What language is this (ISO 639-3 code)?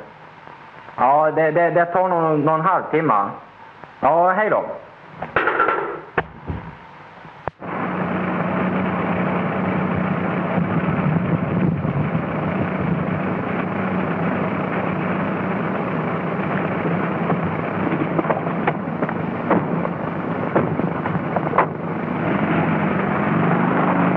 swe